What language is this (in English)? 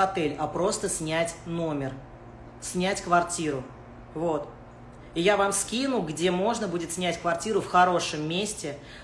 Russian